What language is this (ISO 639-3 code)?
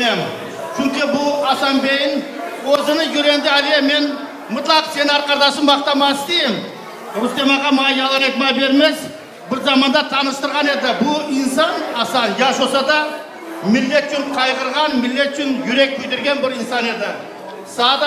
crh